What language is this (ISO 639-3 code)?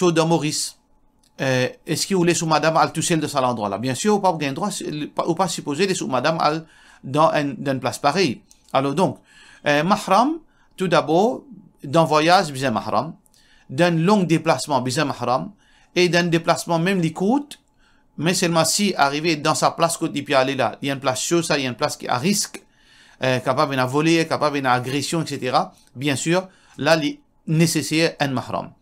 mfe